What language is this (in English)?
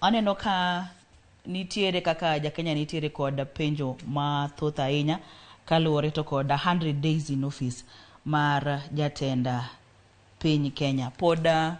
Luo (Kenya and Tanzania)